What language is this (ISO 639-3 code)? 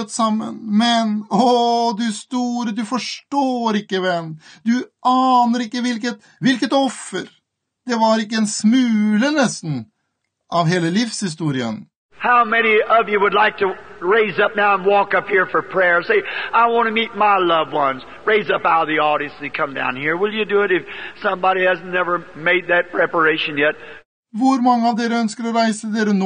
nor